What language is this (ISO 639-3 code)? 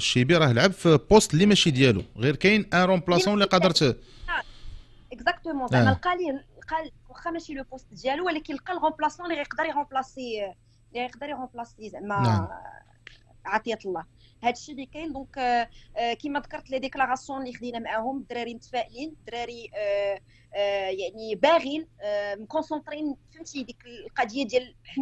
ary